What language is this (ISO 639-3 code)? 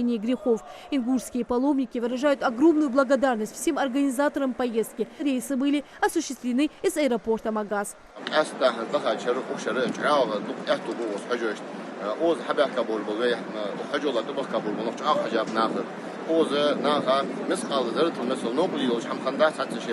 inh